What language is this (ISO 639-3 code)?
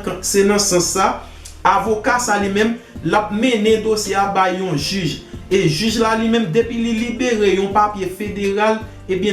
hat